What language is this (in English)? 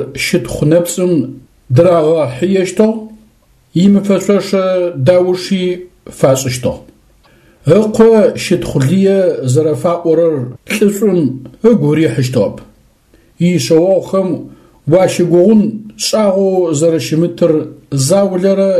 Adyghe